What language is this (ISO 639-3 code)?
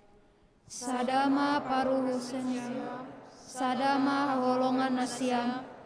bts